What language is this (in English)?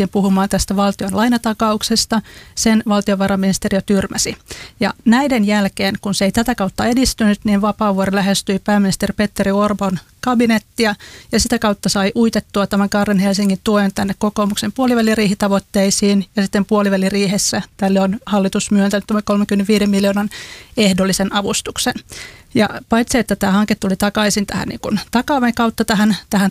Finnish